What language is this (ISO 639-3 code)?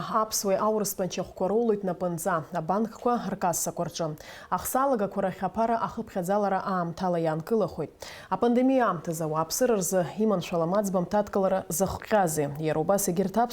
abk